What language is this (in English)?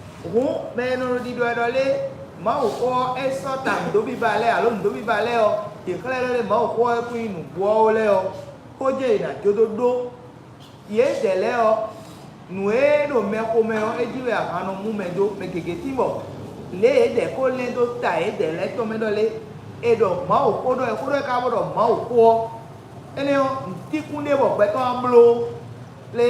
Fon